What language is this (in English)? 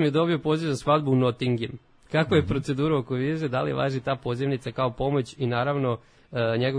Serbian